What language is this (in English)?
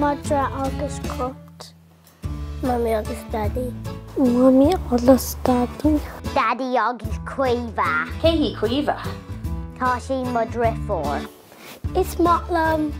Irish